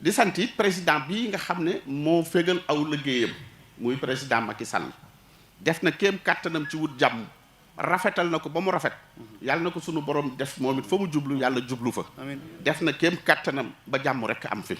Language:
Wolof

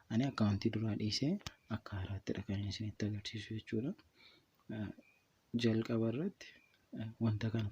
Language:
Oromo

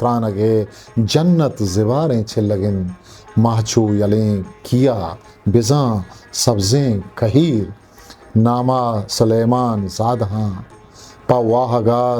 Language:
Eastern Balochi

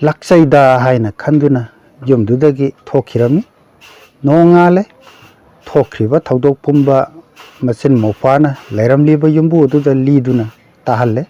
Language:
Manipuri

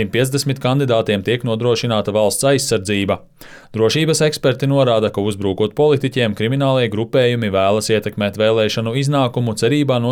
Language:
Latvian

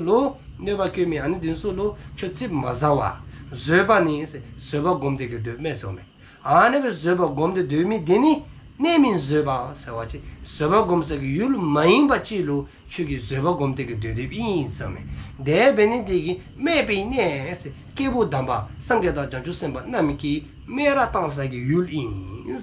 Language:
Dzongkha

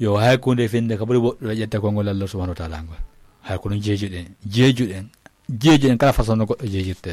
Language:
Fula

